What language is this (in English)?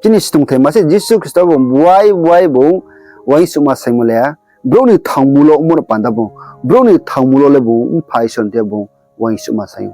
Riang (India)